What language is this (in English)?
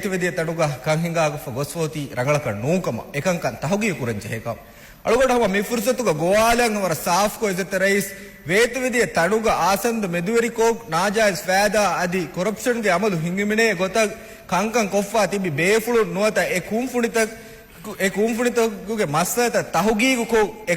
Divehi